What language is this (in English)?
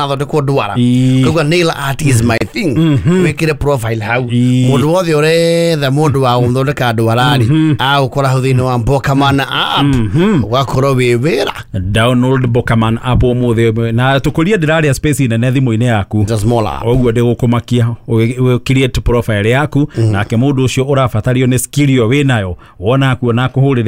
Kikuyu